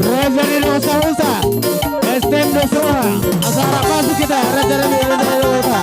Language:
Batak Toba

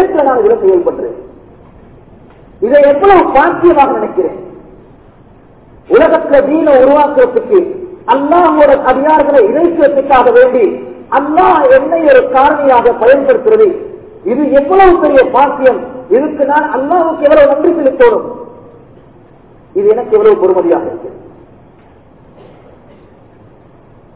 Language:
Tamil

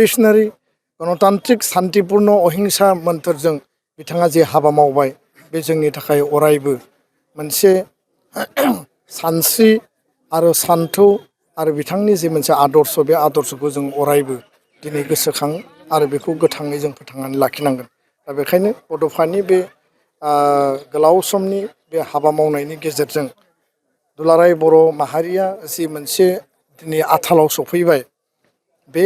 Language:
Bodo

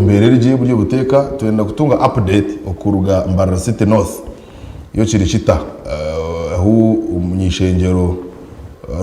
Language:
Nyankole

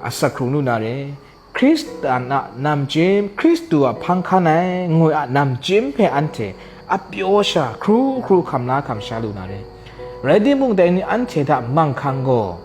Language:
Kachin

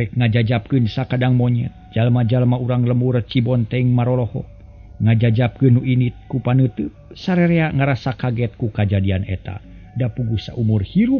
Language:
Sundanese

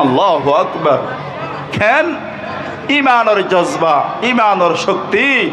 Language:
Rohingya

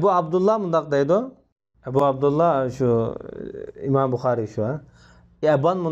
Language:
Uyghur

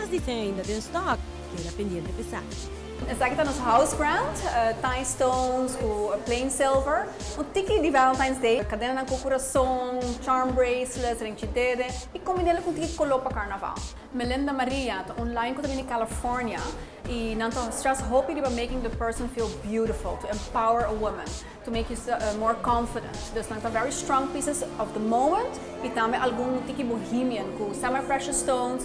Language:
Papiamento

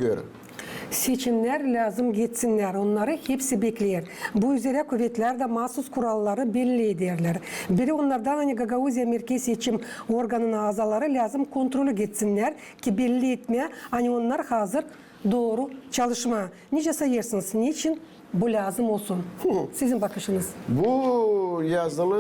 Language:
Gagauz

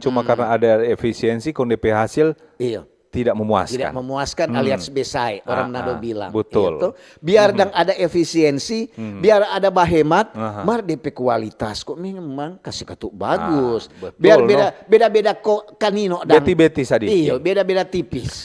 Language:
Manado Malay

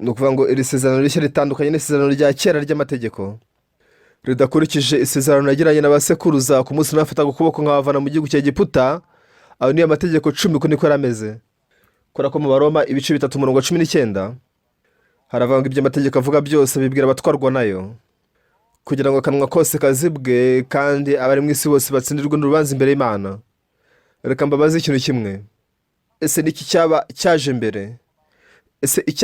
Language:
Kinyarwanda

